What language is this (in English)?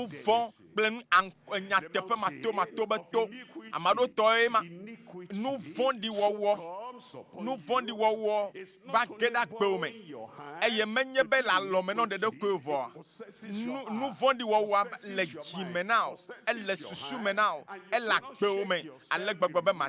Ewe